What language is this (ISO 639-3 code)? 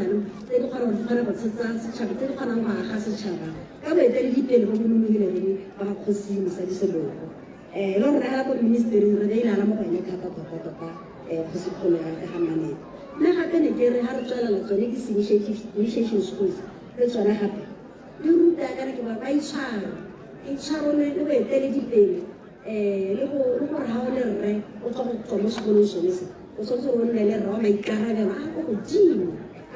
tsn